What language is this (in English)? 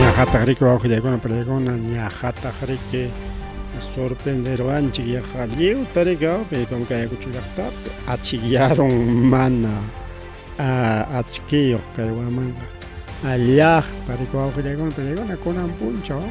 Ayacucho Quechua